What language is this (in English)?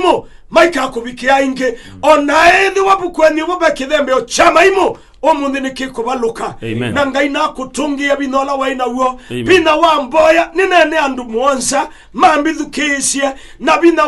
Kamba